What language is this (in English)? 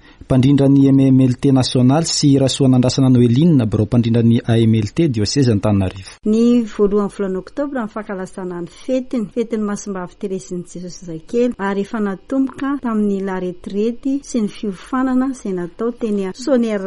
Malagasy